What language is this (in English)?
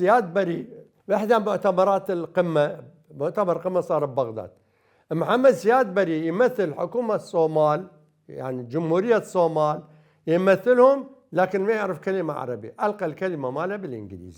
Mesopotamian Arabic